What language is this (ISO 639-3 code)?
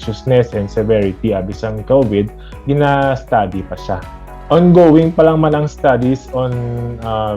hil